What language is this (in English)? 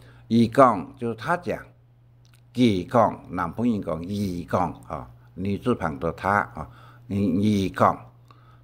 Hakka Chinese